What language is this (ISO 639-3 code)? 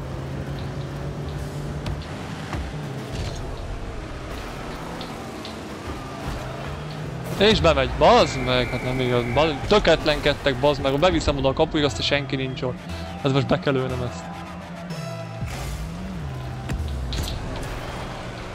hun